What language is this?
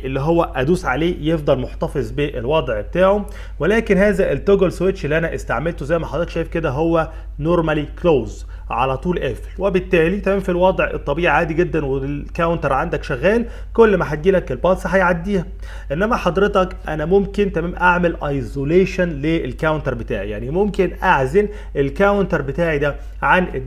Egyptian Arabic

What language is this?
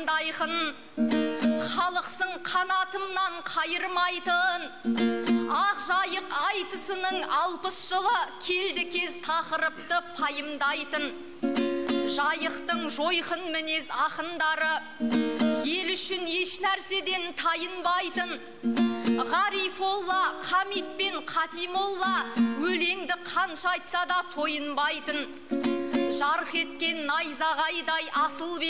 Kazakh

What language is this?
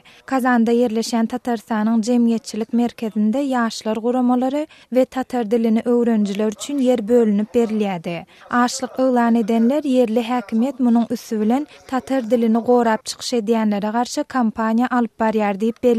Turkmen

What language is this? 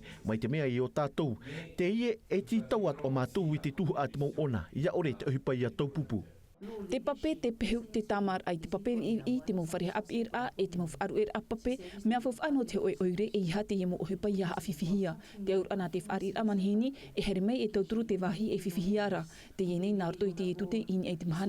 Tahitian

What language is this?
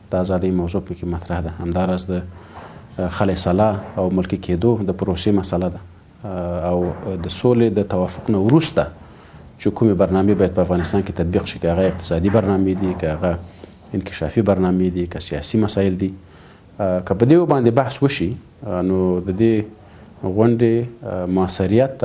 Pashto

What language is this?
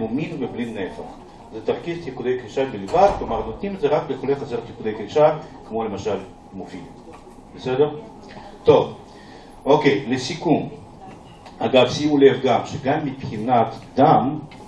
Hebrew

